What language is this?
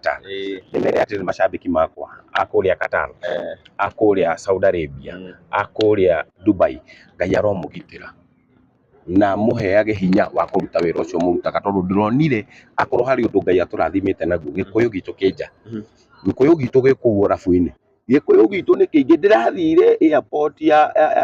Kikuyu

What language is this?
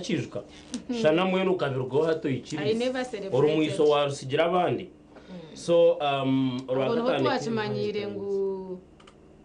Nyankole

